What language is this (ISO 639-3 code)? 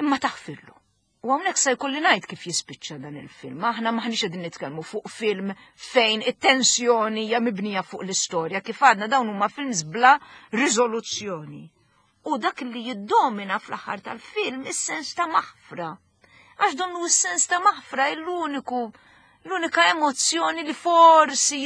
mlt